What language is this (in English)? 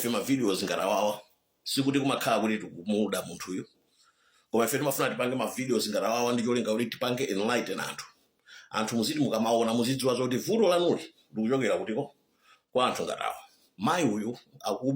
Nyanja